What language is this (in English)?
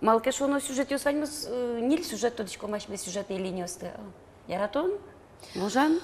Udmurt